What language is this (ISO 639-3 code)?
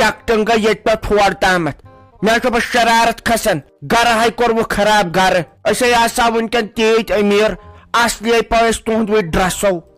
kas